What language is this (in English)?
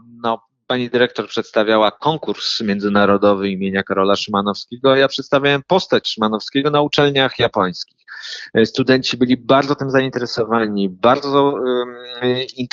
Polish